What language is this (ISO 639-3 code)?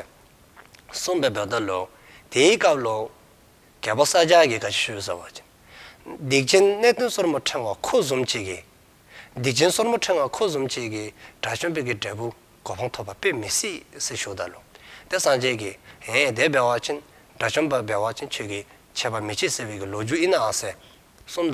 dzo